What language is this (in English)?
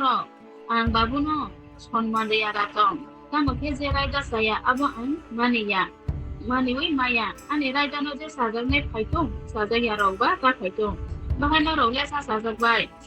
Kok Borok